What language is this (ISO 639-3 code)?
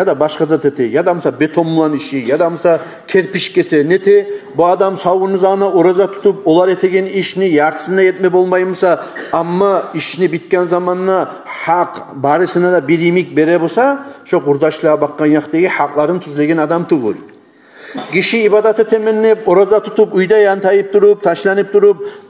kum